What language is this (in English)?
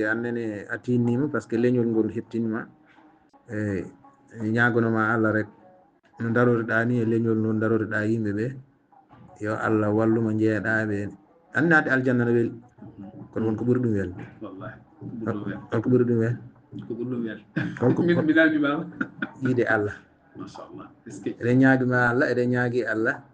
Fula